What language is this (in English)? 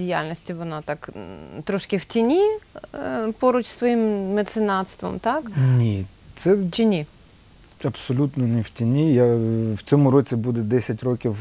Ukrainian